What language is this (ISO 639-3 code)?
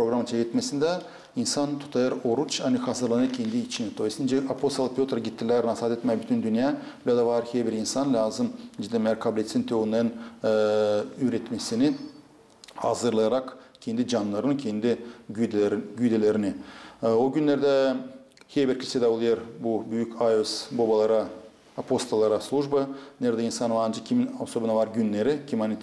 gag